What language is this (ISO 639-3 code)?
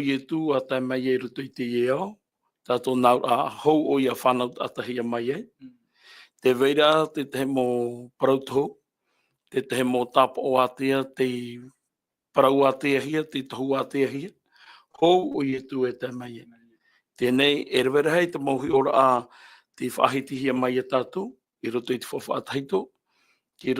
tah